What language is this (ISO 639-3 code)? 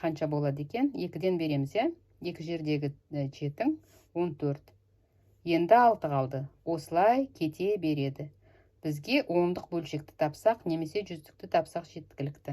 kaz